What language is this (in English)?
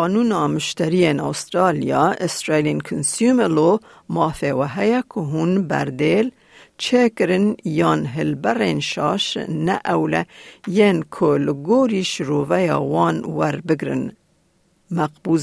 Kurdish